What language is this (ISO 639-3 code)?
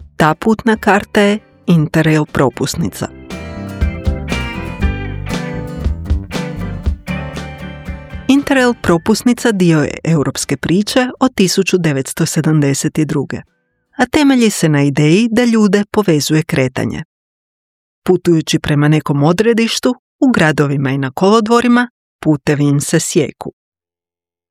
hrv